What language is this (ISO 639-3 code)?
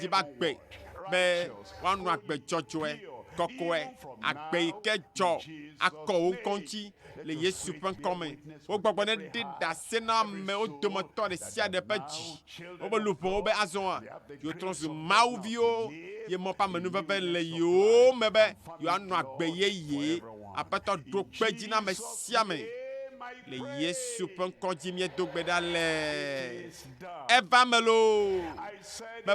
ewe